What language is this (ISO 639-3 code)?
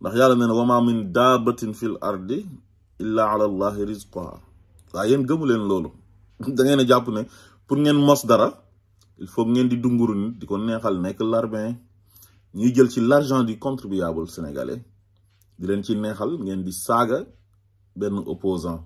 wol